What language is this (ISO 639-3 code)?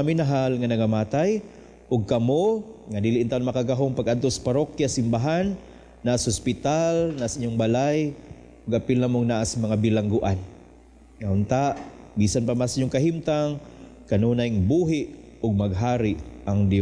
ceb